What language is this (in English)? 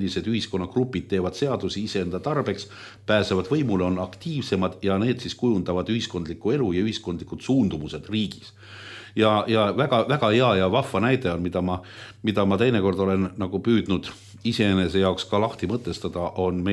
Estonian